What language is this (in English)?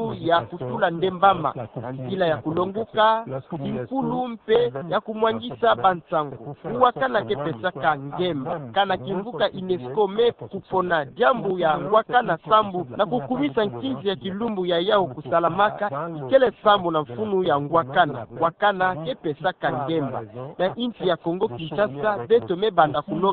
Kituba (Democratic Republic of Congo)